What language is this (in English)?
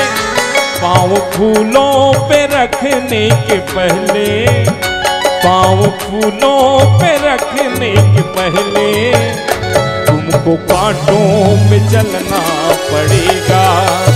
Hindi